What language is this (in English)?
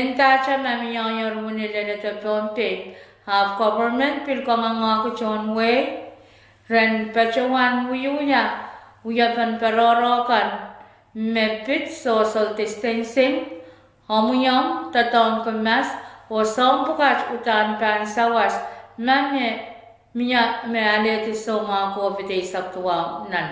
Pohnpeian